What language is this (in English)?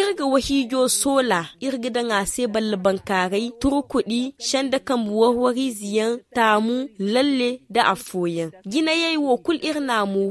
Zarma